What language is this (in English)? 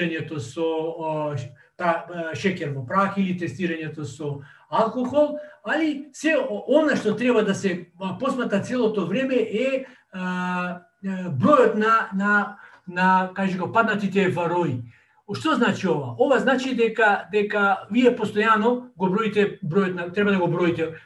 Macedonian